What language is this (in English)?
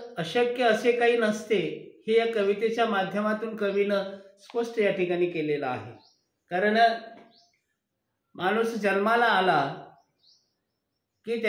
Marathi